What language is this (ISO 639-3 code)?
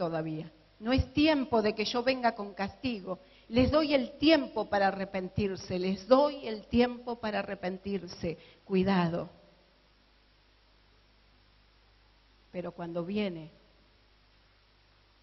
spa